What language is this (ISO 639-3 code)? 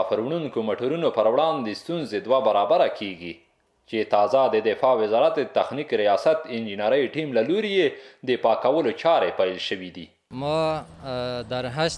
pus